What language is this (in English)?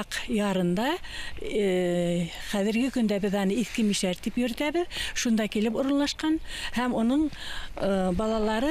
Bashkir